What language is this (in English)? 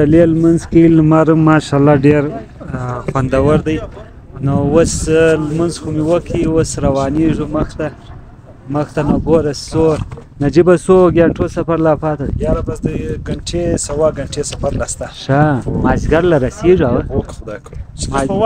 Pashto